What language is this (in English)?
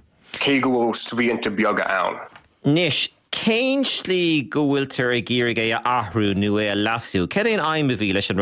Irish